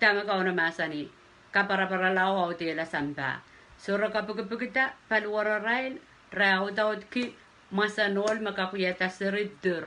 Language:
Pohnpeian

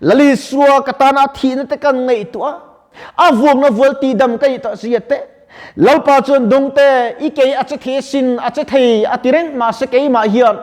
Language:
Mizo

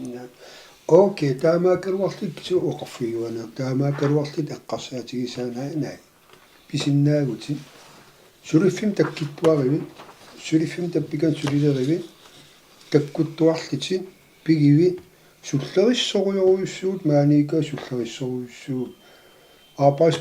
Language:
Kalaallisut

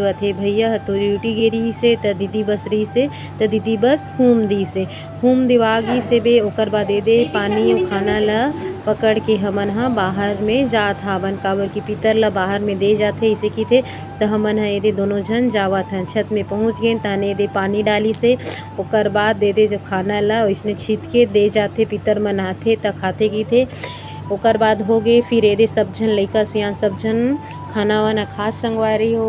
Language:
Chhattisgarhi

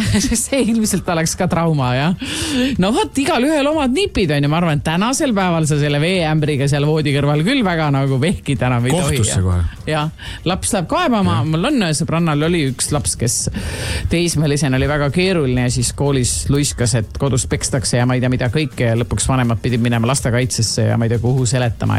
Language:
Estonian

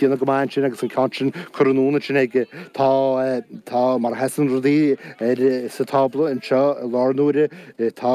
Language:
Irish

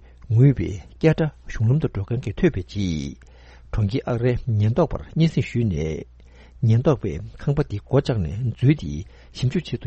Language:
Tibetan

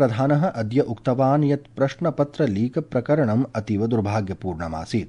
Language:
Sanskrit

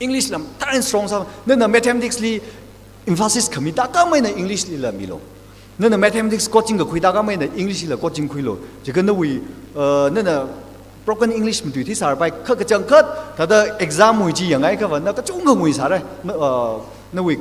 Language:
Tangkhul Naga (India)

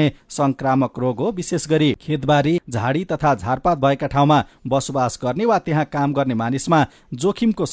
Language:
Nepali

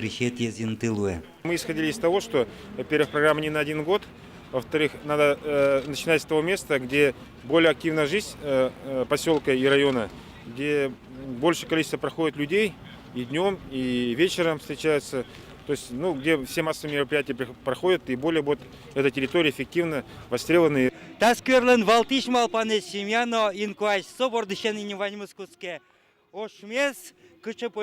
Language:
Udmurt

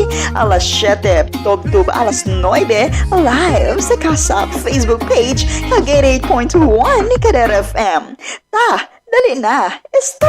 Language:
Hiligaynon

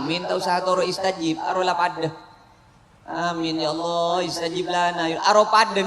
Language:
Madurese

